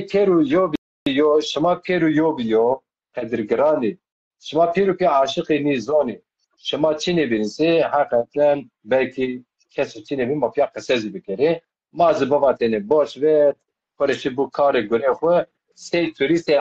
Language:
Zaza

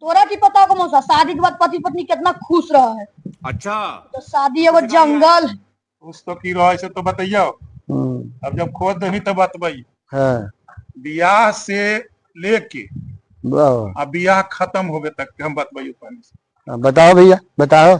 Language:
Magahi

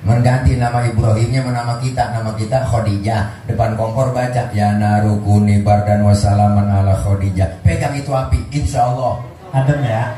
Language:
Betawi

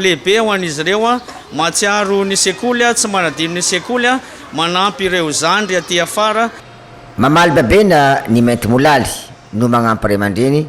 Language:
Malagasy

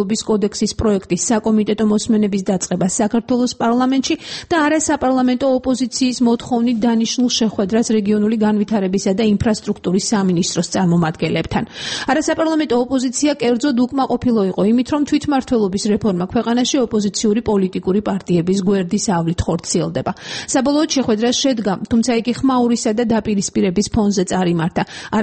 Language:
Georgian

